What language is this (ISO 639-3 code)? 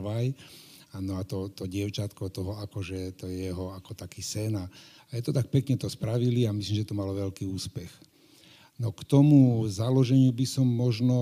slk